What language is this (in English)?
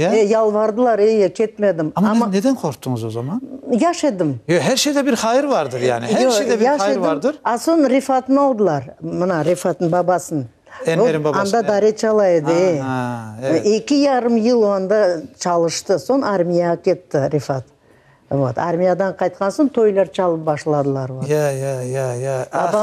Crimean Tatar